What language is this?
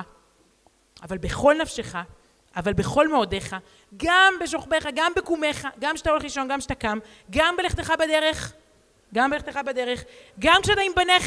Hebrew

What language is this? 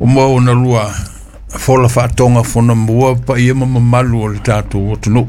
Samoan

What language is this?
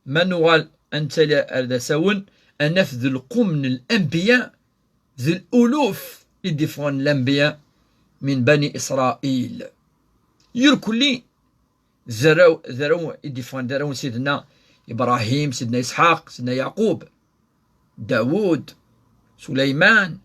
Kabyle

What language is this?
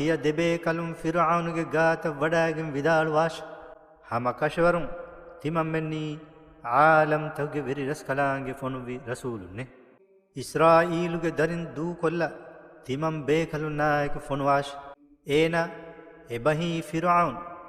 Divehi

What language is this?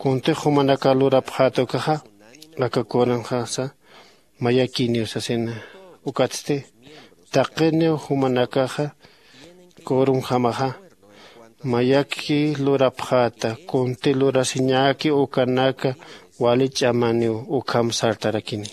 Aymara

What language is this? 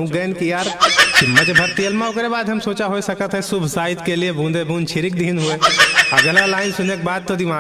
Awadhi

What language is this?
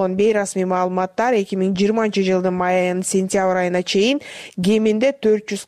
Kyrgyz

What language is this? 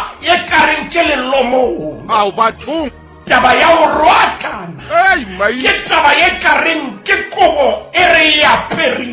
Southern Sotho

